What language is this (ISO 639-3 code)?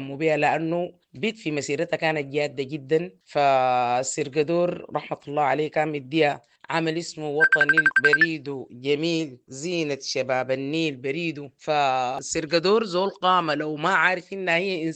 apd